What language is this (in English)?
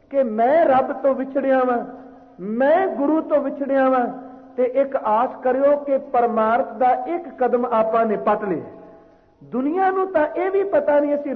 Punjabi